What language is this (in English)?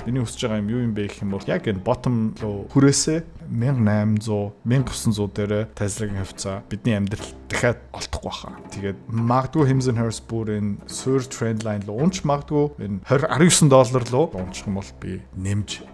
Mongolian